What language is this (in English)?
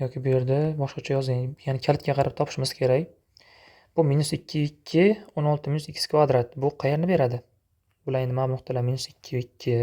Uzbek